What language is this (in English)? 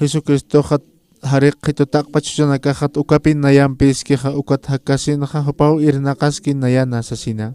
Aymara